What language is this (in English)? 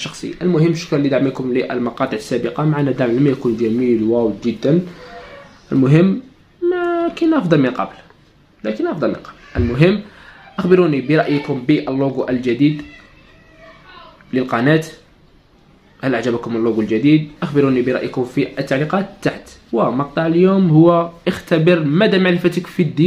Arabic